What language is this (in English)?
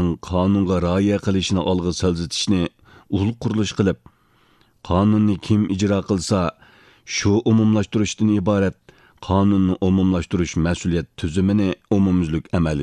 Uyghur